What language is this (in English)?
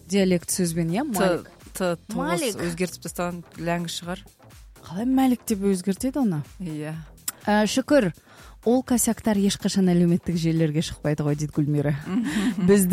Kazakh